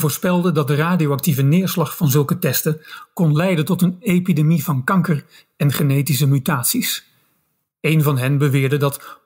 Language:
Dutch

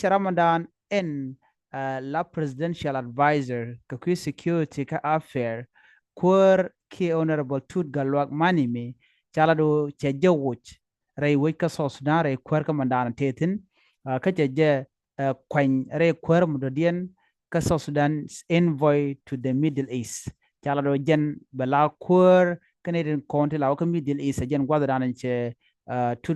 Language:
Nuer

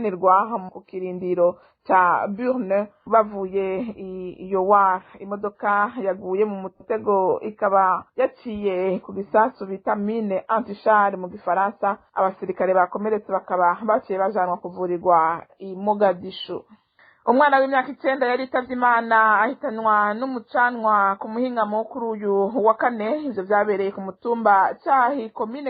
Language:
Rundi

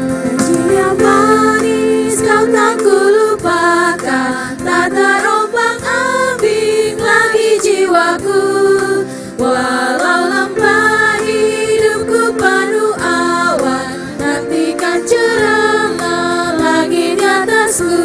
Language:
Ambonese Malay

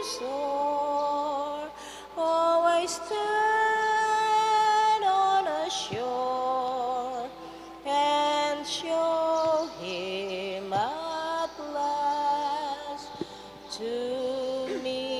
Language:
Pampanga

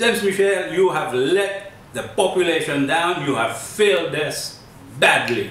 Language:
Seselwa Creole French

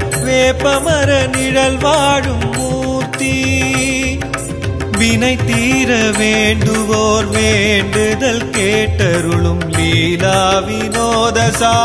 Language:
Tamil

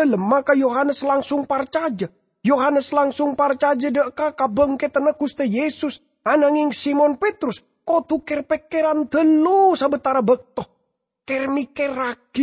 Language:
Madurese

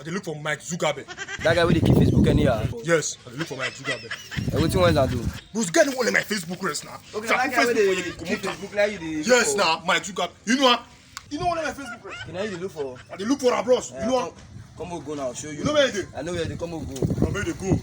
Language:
Nigerian Pidgin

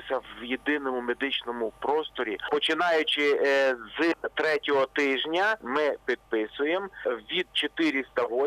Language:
Ukrainian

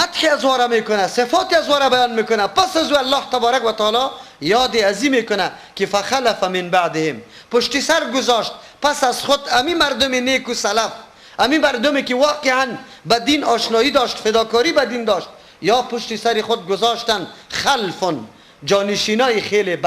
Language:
Persian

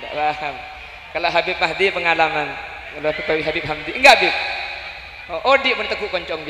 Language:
Madurese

